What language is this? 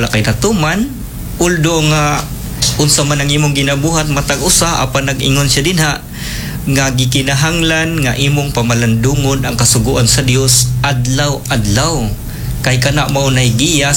Cebuano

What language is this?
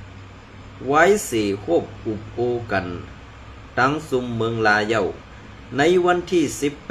Shan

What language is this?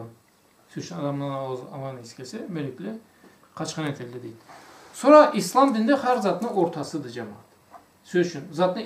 Karachay-Balkar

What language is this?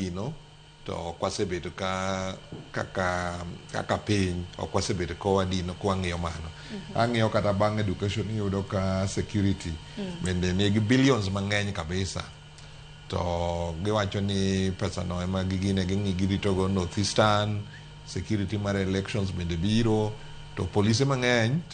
Luo (Kenya and Tanzania)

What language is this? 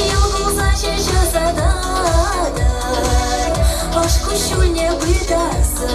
Chuvash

